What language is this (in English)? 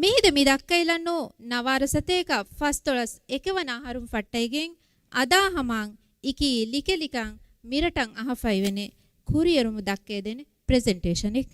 Divehi